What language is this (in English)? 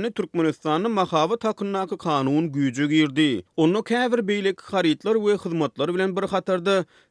Turkmen